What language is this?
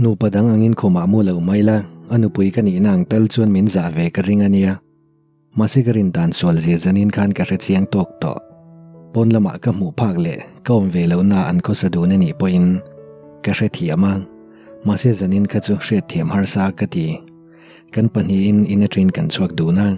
Mizo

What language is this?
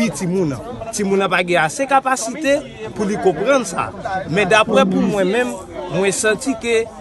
Haitian Creole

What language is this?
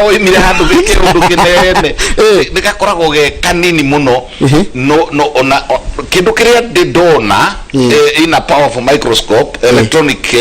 Kikuyu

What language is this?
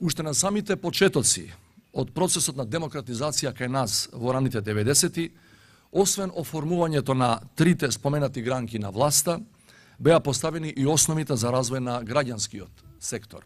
Macedonian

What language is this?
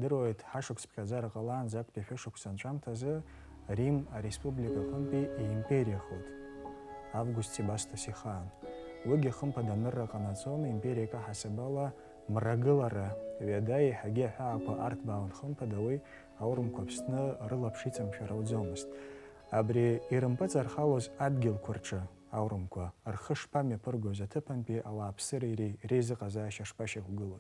Abkhazian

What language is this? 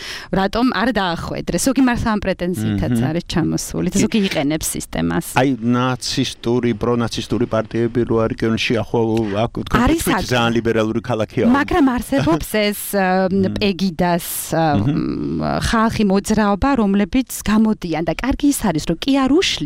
Georgian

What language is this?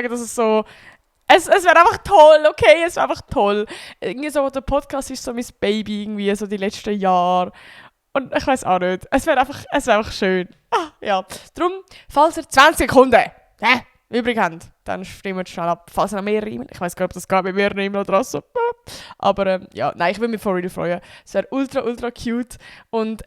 Swiss German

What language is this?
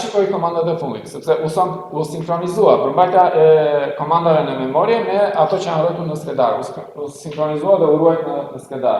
Albanian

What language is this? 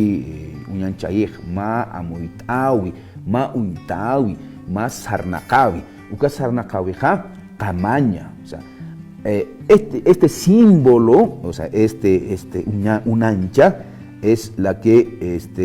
Aymara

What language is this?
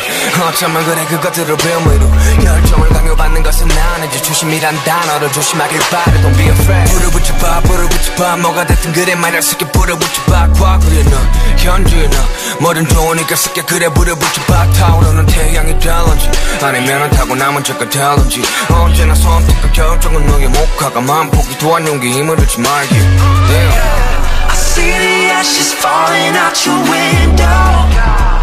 Korean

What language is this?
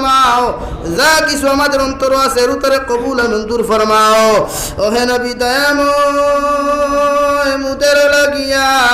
Sylheti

